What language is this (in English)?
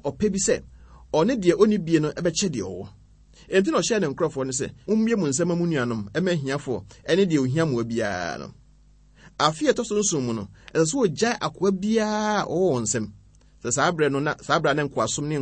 Akan